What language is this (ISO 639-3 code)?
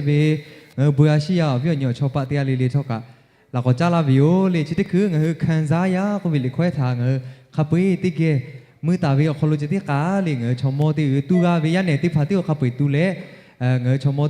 lhu